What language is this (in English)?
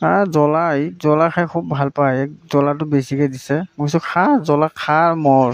Assamese